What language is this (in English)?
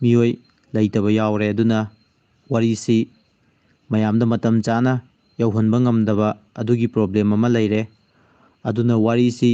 Manipuri